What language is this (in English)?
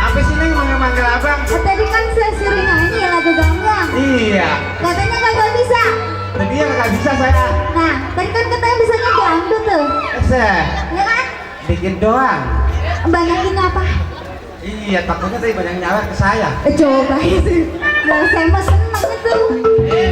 Betawi